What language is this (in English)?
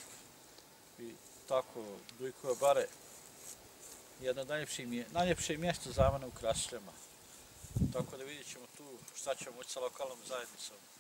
Bosnian